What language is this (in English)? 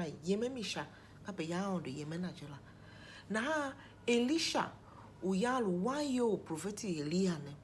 Tiv